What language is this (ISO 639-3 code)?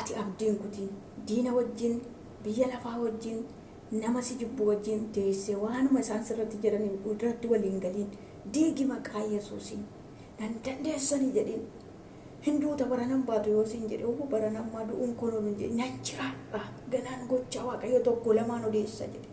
orm